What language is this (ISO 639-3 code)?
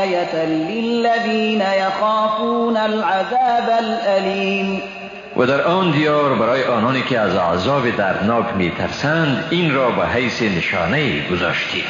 fas